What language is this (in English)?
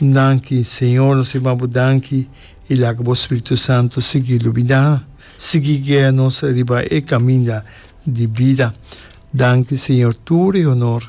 Papiamento